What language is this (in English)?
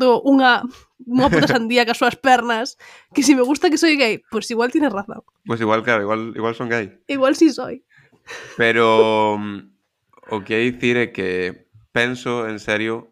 Galician